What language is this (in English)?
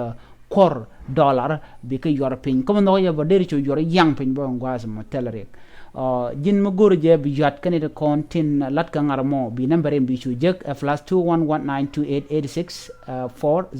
Nuer